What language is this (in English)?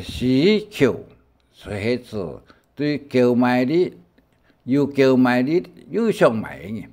Hakka Chinese